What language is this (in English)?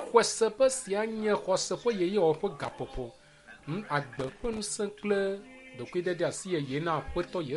Ewe